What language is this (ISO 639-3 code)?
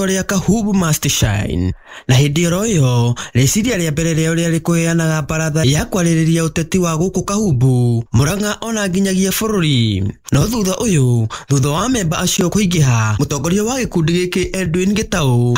kik